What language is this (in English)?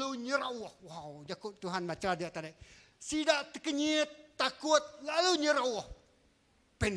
Iban